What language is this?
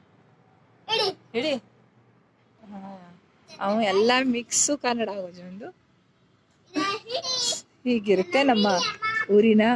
Kannada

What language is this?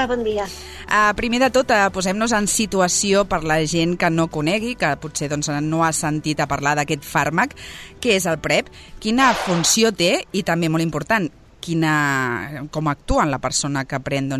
Catalan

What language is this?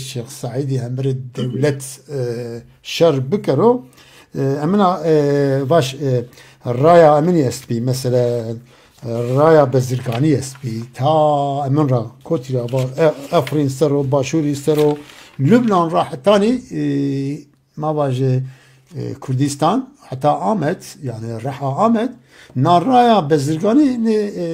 Zaza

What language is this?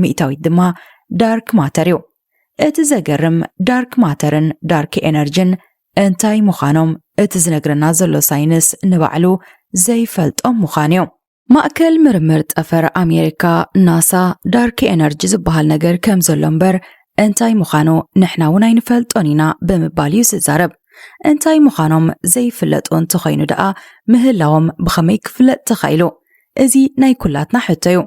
Tigrinya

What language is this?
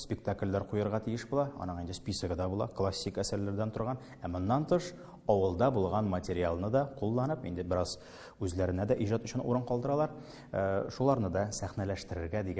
Tatar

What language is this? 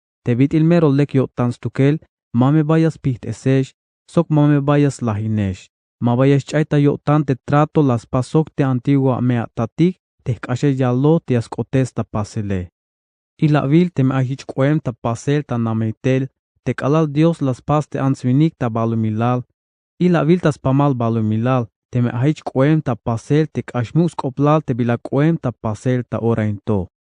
Tzeltal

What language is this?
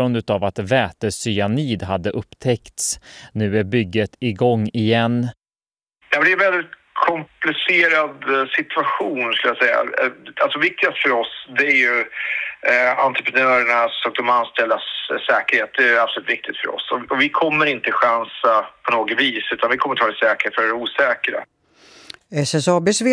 Swedish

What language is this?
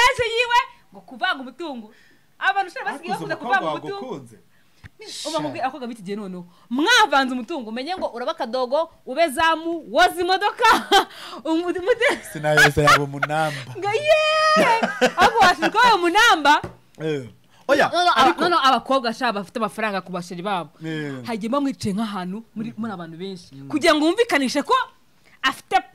Kinyarwanda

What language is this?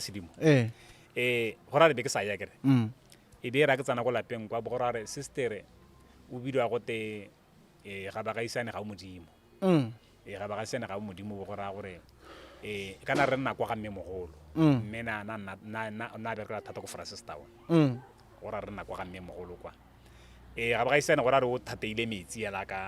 Tswana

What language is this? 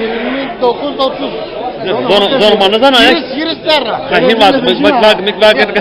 Zaza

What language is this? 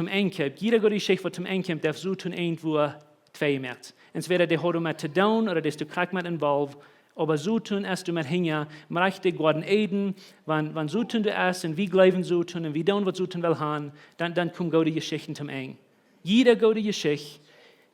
Plautdietsch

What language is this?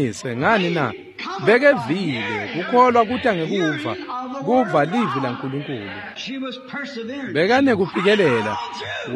Swati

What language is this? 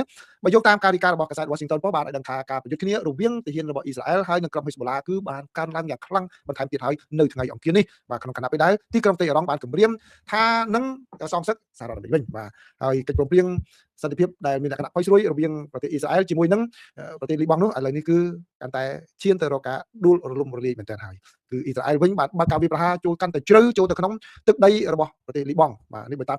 Khmer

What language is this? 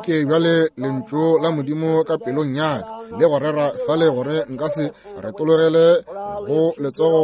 Northern Sotho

